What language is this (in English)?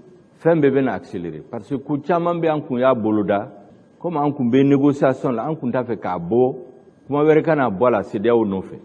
Bambara